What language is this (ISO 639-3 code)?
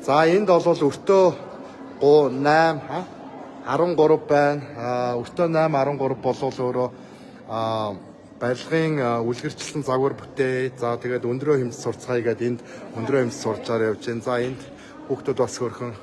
mon